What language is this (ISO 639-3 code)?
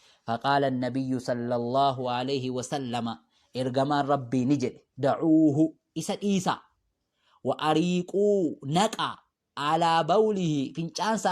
orm